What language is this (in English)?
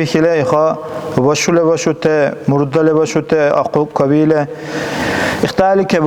Dargwa